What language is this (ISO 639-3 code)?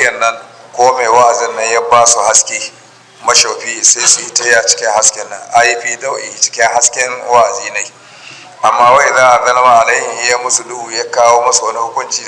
hau